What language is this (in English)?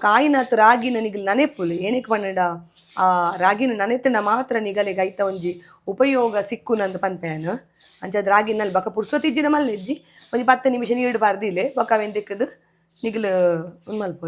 Tulu